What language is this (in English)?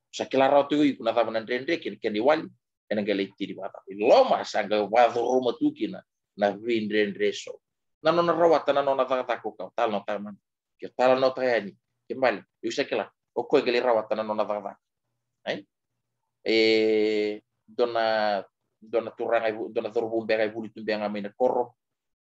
Fijian